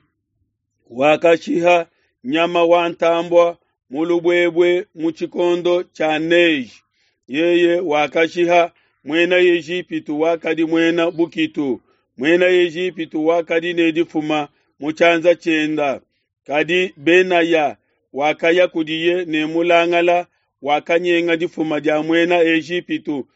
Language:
Luba-Lulua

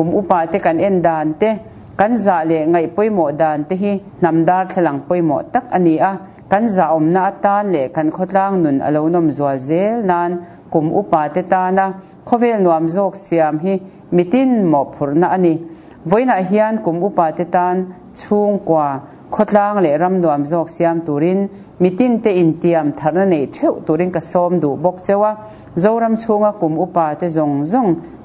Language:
Mizo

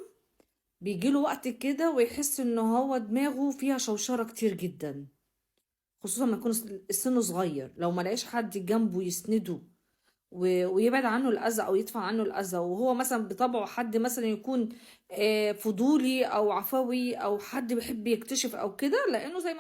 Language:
Egyptian Arabic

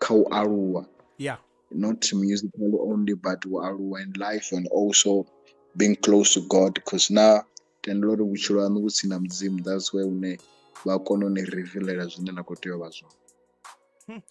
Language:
Venda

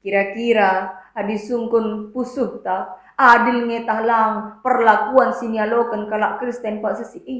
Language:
Batak Karo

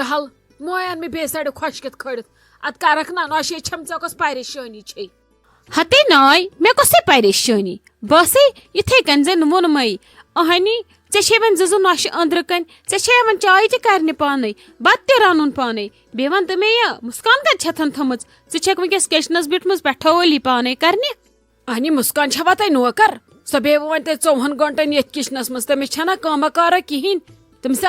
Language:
Kashmiri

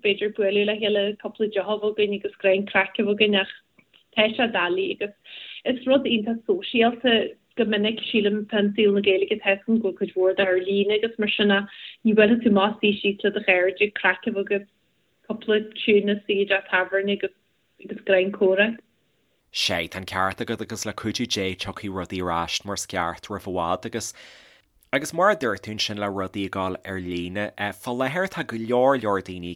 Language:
Irish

